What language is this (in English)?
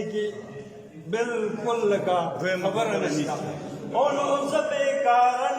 Pashto